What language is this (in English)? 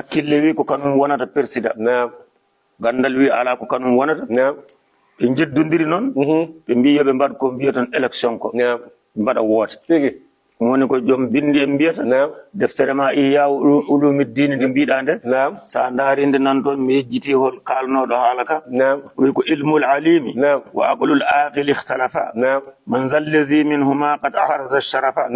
Fula